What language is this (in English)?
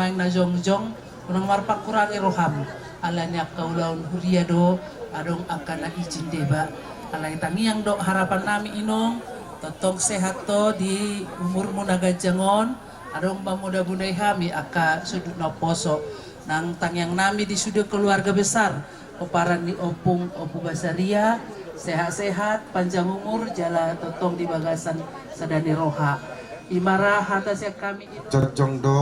Batak Toba